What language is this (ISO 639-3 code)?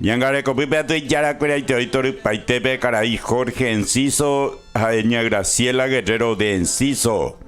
grn